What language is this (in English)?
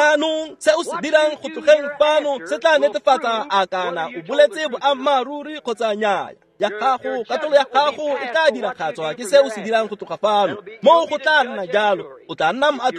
Tswana